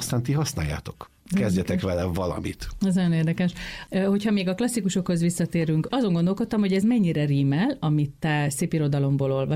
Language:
Hungarian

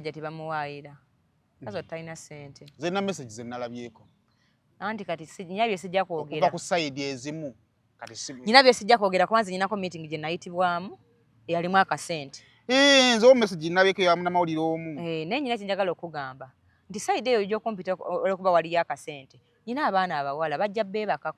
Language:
Ganda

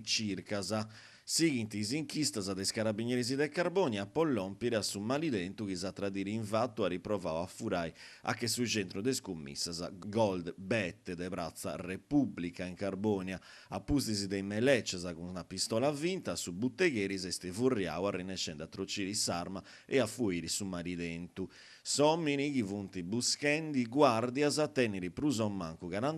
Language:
Sardinian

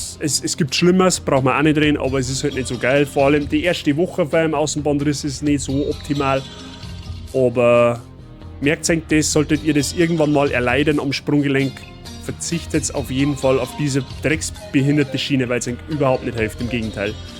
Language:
Bavarian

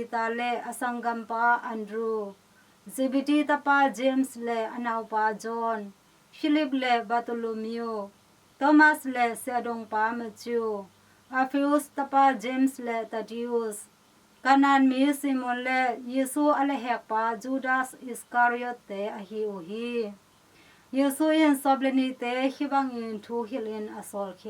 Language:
Tedim Chin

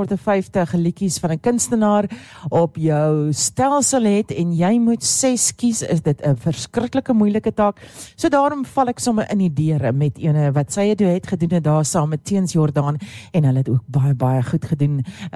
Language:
Afrikaans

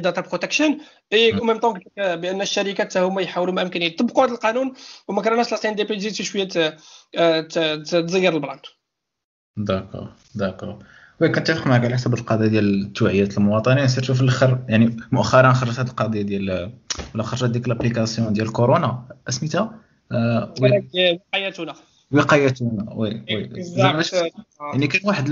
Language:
Moroccan Arabic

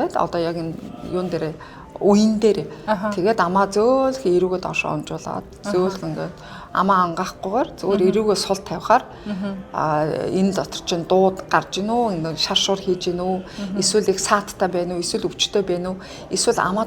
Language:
Mongolian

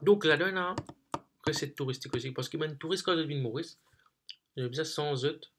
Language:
Morisyen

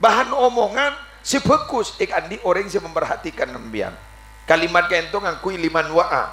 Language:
Madurese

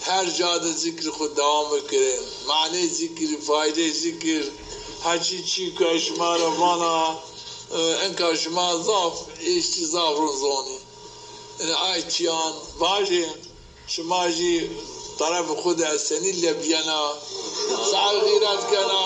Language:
Zaza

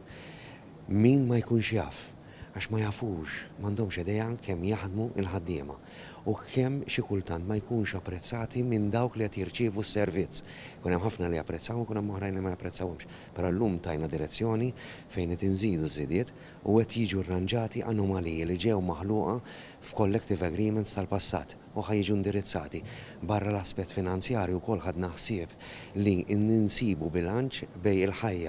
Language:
Maltese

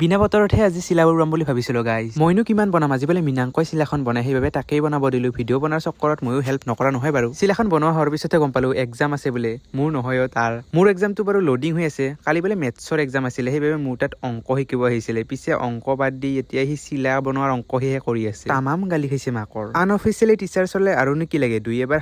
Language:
Assamese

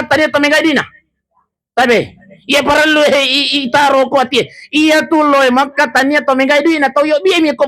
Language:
Buginese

